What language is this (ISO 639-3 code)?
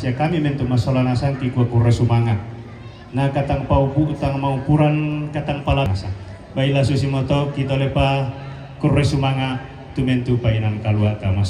sda